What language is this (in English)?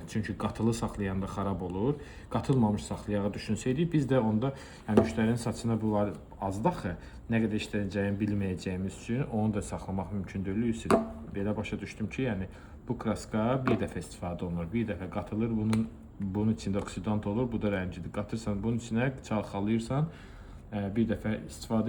Azerbaijani